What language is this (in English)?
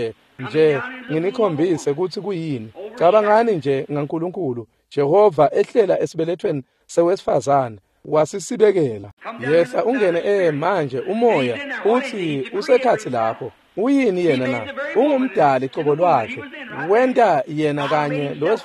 Swati